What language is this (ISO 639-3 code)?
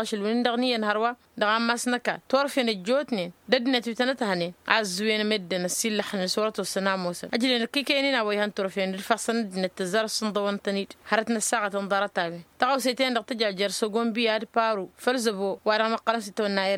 taq